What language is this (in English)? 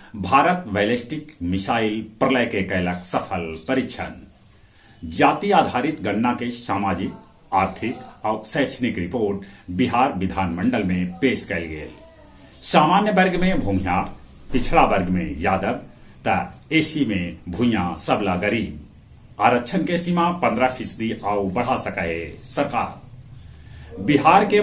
Magahi